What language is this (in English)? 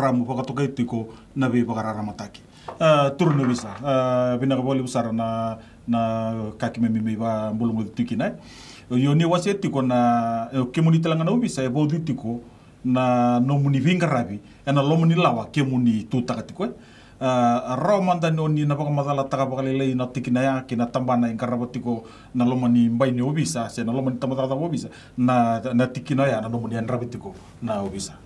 Fijian